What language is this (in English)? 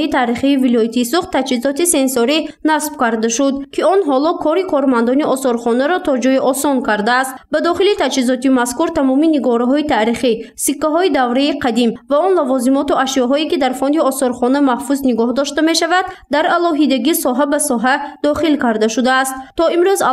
Tajik